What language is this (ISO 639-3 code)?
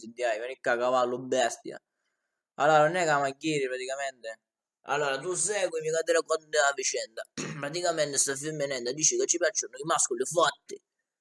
scn